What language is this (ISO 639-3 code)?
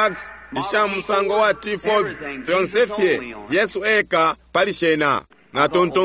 bem